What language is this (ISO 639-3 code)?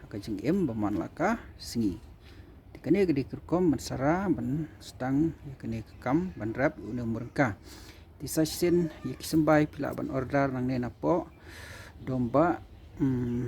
kha